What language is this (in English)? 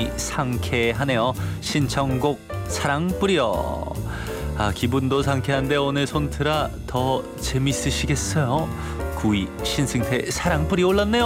Korean